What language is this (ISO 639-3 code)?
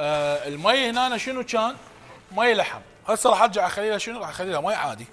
acm